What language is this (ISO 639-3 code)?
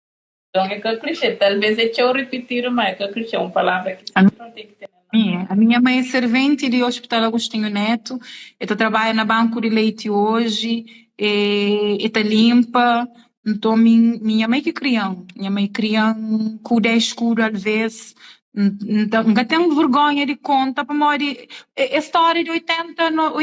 kea